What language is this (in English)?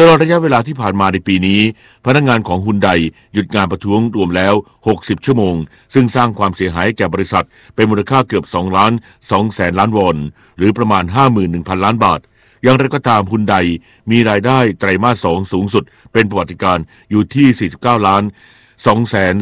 Thai